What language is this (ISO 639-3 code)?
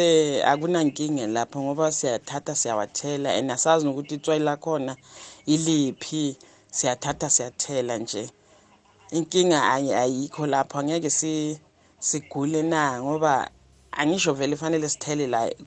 nbl